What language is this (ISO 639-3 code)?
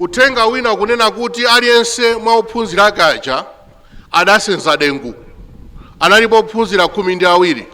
nya